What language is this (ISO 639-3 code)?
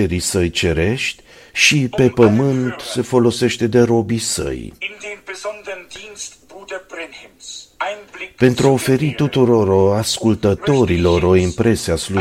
ron